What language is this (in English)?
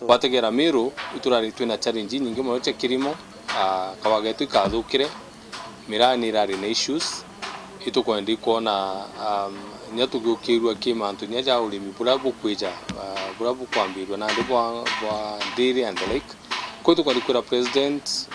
Meru